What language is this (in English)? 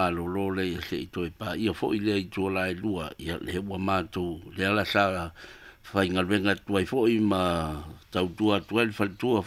Samoan